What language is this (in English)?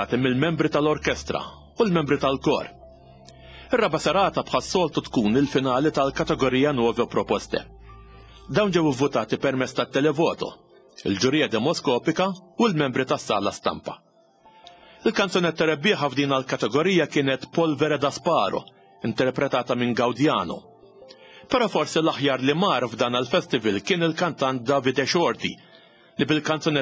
Maltese